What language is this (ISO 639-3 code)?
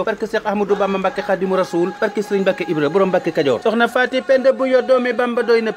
wol